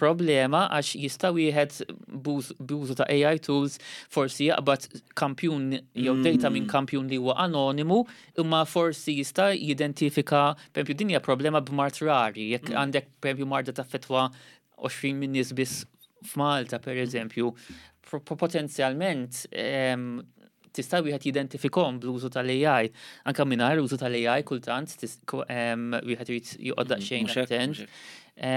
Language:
Maltese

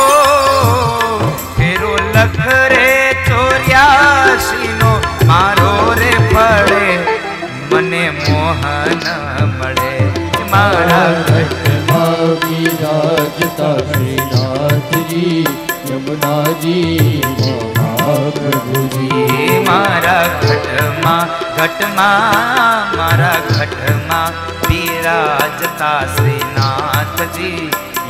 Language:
Gujarati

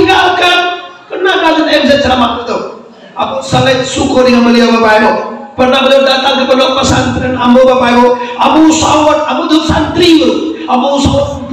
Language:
Minangkabau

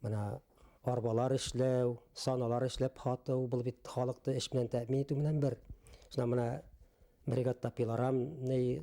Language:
Bashkir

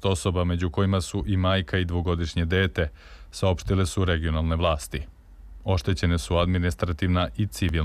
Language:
Serbian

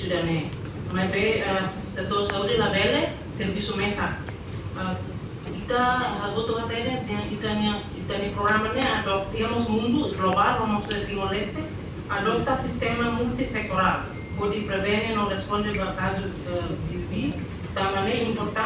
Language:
Tetum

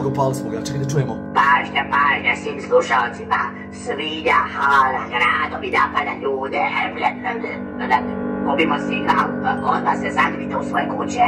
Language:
Croatian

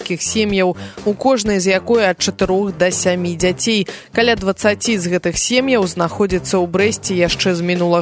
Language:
Belarusian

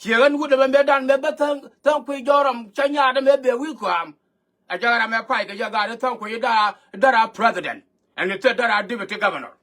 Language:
Nuer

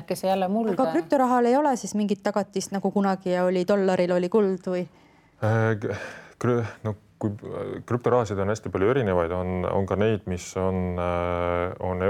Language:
Estonian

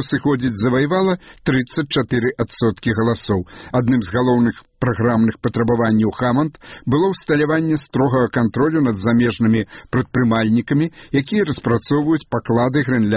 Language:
Belarusian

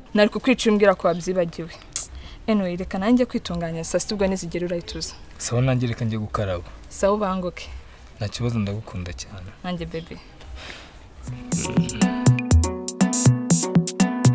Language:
Kinyarwanda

